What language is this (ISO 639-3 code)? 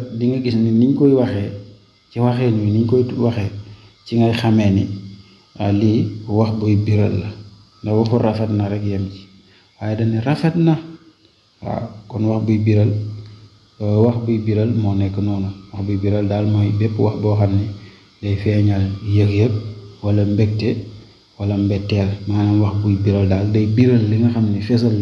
wol